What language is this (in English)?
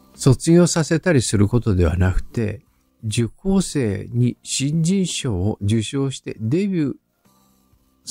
Japanese